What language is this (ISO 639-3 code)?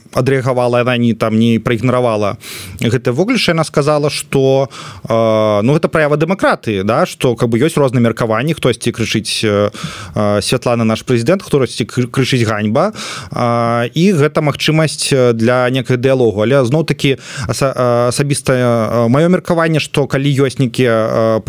bel